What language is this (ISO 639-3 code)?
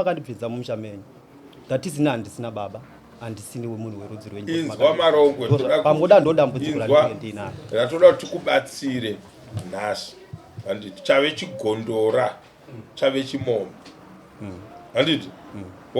sna